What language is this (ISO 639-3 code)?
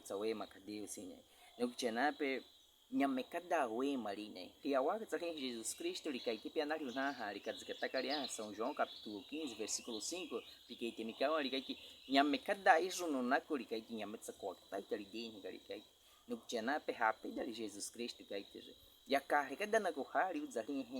bwi